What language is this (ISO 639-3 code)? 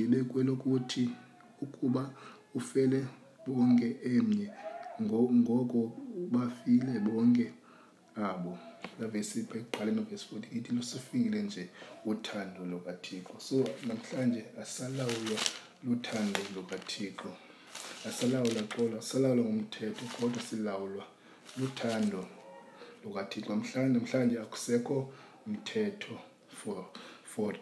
xho